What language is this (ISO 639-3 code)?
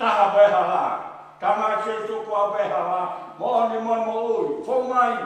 ton